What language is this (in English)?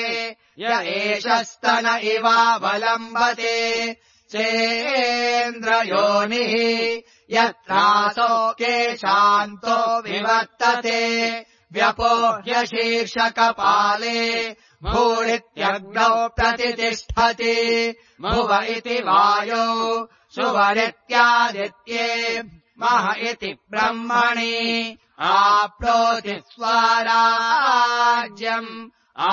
Sanskrit